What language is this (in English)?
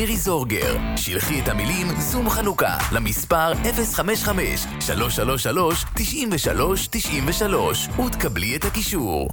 Hebrew